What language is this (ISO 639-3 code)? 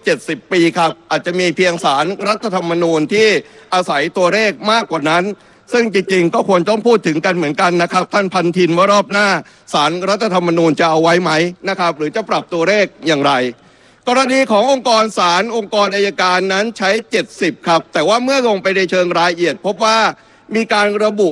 tha